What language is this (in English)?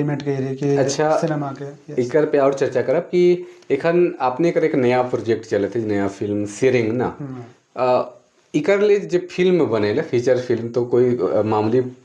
Sadri